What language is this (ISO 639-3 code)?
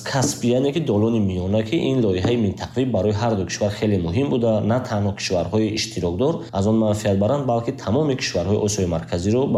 tgk